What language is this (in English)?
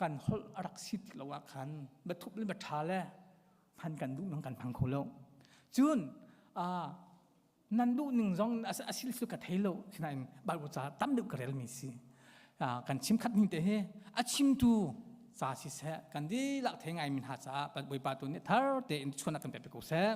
Hakha Chin